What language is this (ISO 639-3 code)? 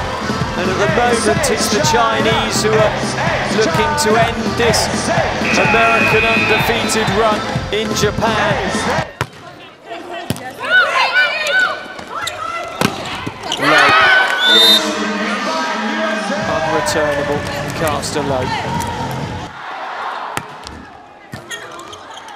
eng